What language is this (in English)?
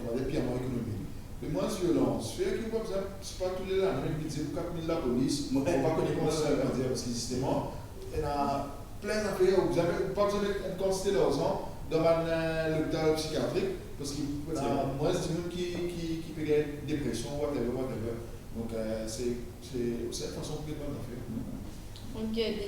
Morisyen